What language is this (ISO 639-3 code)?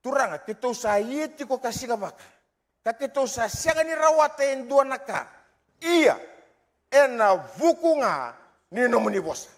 fij